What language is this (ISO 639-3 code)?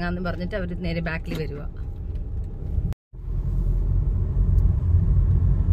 mal